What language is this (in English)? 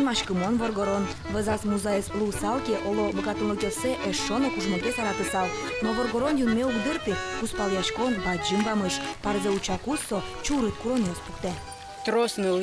Udmurt